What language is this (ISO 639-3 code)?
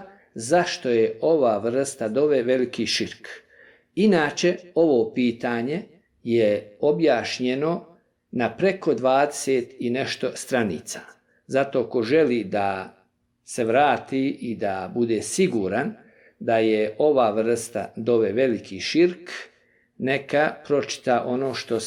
bos